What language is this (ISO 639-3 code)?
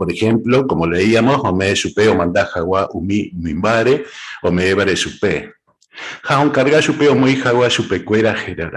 grn